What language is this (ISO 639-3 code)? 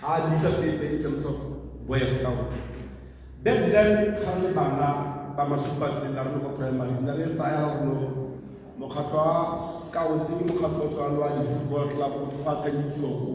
tsn